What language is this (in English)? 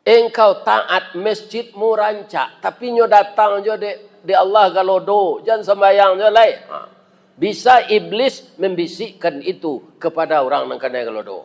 Minangkabau